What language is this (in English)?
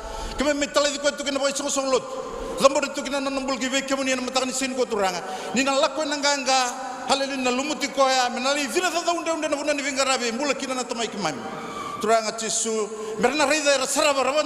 Fijian